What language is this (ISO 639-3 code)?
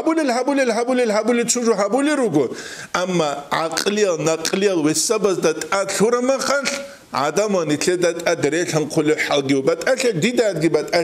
ava